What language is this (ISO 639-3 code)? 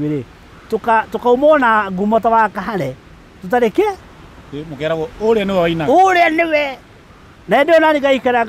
kik